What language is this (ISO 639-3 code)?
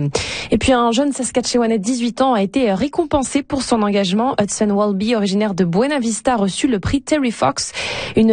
fra